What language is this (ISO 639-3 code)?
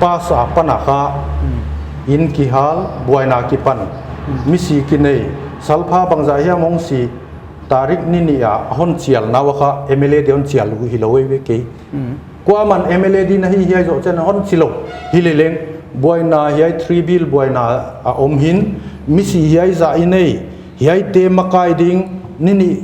pck